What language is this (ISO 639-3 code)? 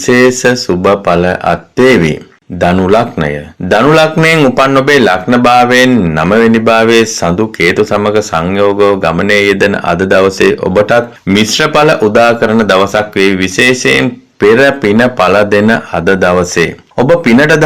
sin